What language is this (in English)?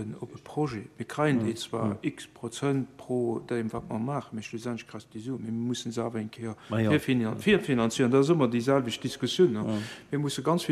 Luxembourgish